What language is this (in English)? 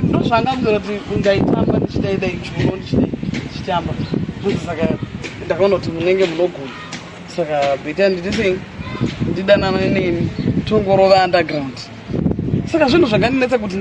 Shona